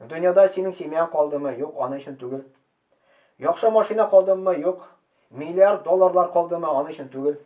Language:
Tatar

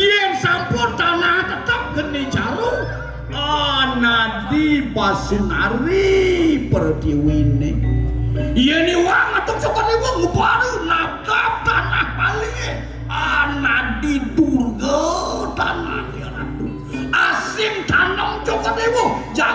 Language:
Balinese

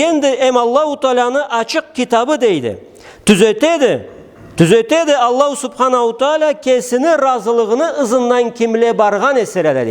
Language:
Karachay-Balkar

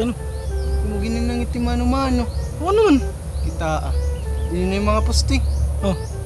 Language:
Waray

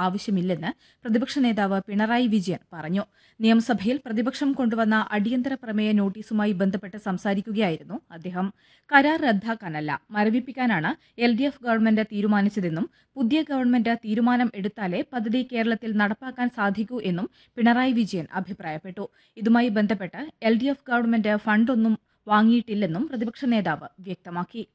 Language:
Malayalam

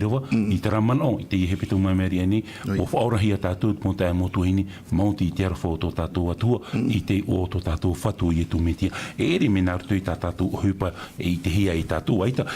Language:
Tahitian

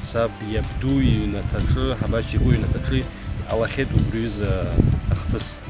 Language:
Abkhazian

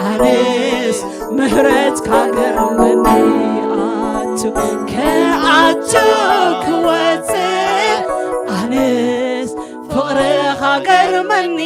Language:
Tigrinya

